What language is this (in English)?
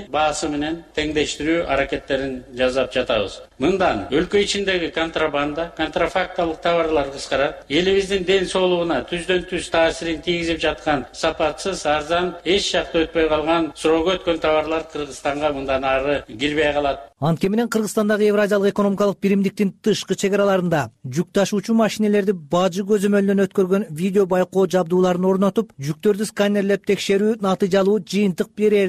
Kyrgyz